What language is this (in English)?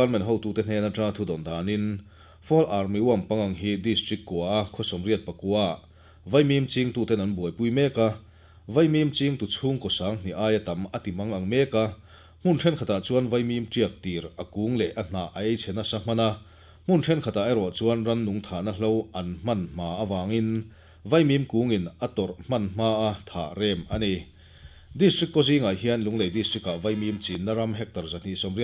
Mizo